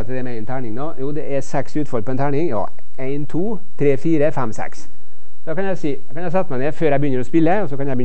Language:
Norwegian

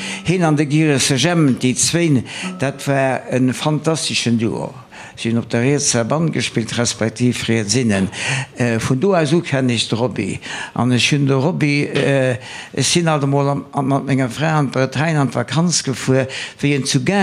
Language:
Luxembourgish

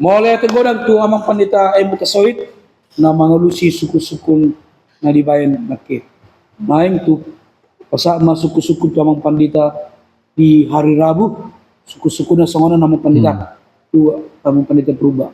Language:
Batak Toba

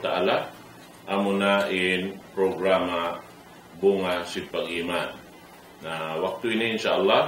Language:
Tausug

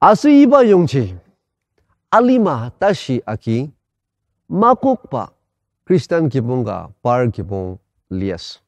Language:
Ao Naga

